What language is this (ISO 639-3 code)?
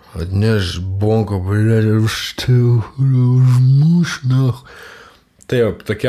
lit